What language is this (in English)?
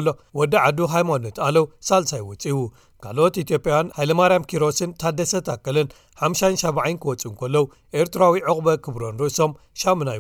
Tigrinya